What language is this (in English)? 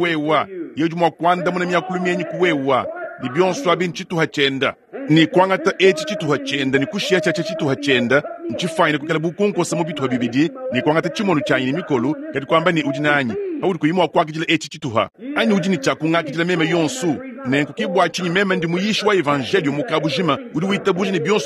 Luba-Lulua